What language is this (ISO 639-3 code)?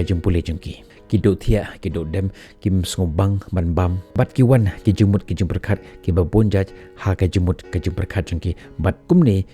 kha